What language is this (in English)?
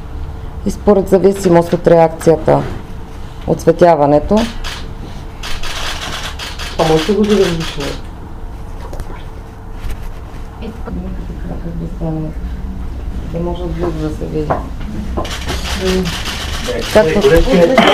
Bulgarian